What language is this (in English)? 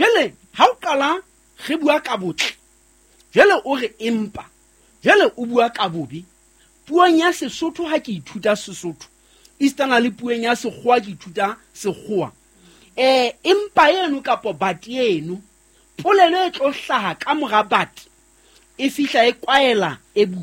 Southern Sotho